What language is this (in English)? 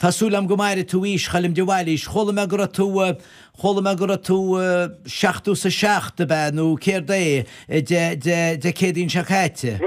Irish